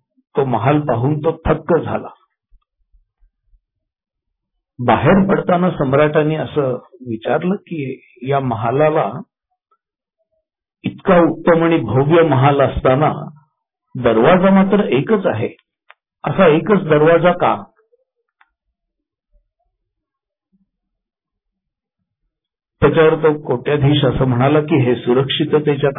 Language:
Marathi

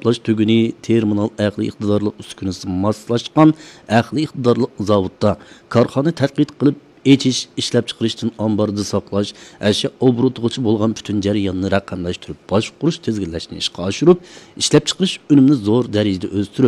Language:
Uyghur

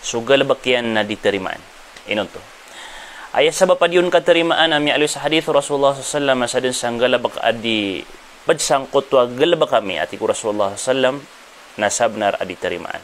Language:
Maranao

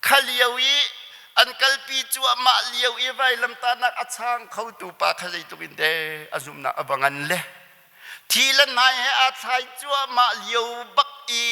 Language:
Hakha Chin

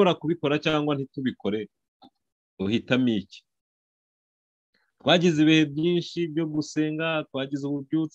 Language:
Kinyarwanda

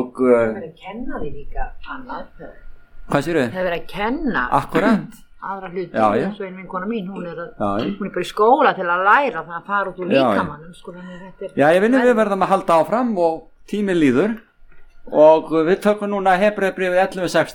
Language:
Icelandic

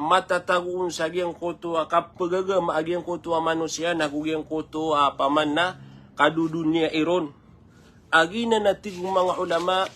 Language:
Maranao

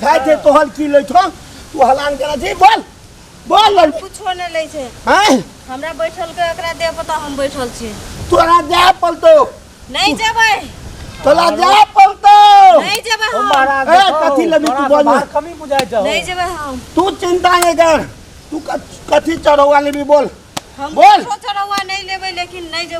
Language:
Maithili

